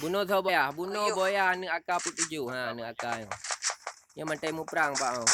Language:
Achinese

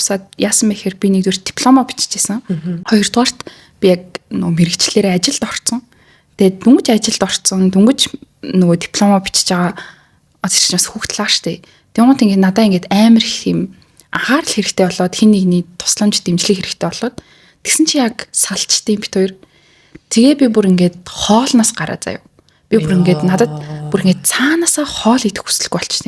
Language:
Mongolian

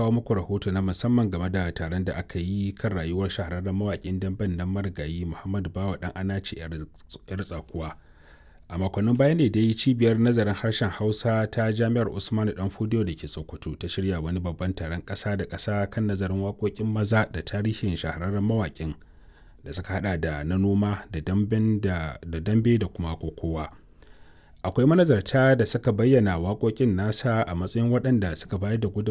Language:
Hausa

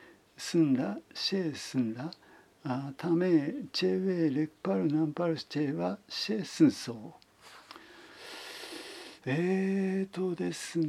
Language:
Japanese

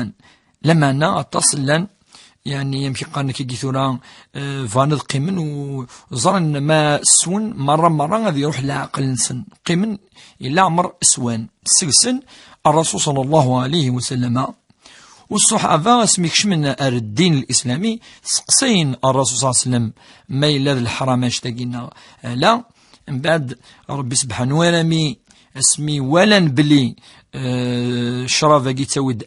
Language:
Kabyle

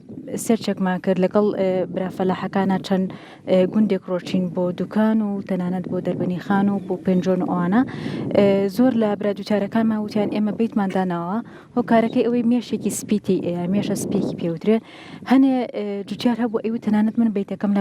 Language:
Central Kurdish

